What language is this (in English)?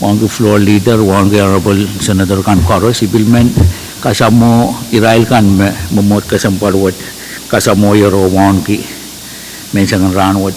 Pohnpeian